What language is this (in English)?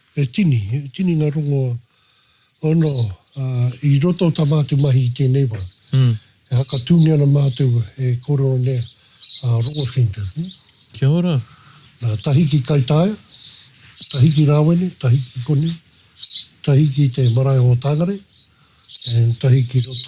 Māori